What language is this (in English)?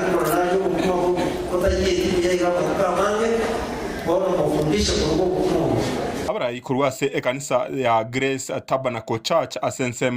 Gusii